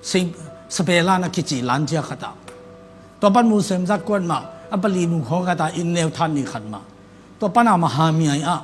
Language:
Tedim Chin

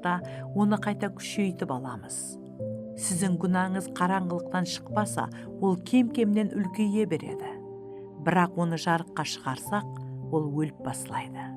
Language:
Kara-Kalpak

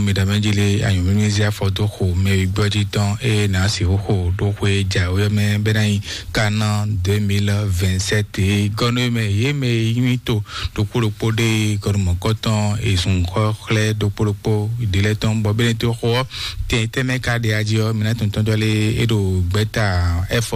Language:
Fon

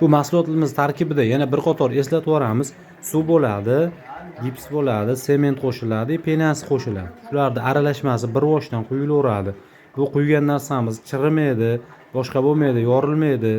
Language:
Uzbek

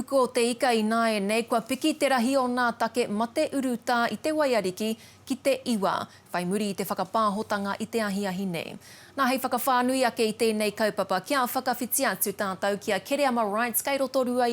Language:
Māori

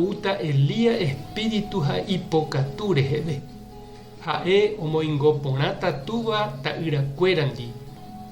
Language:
Guarani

